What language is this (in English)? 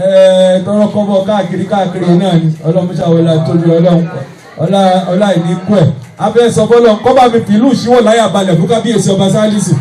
Yoruba